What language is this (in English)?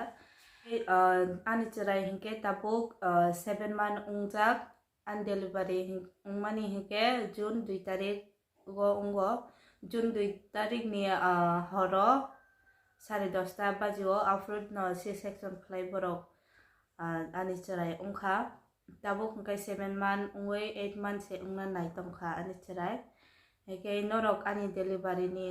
Kok Borok